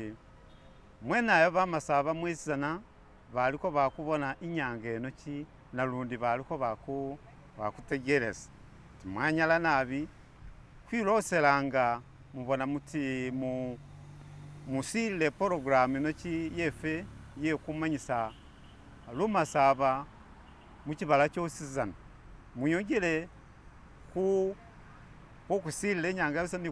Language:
Masaaba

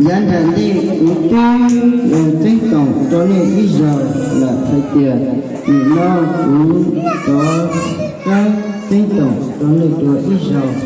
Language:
Hmong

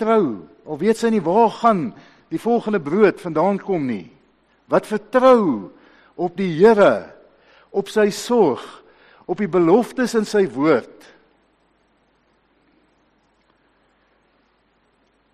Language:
Afrikaans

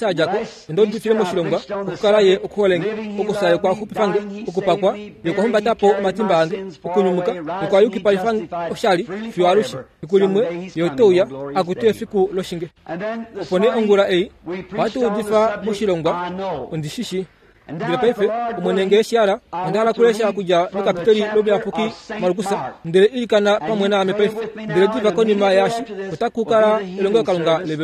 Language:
Kuanyama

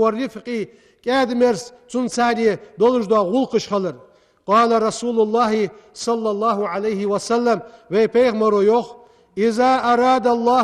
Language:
Ingush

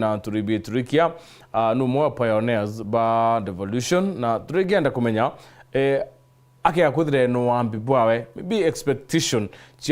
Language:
Meru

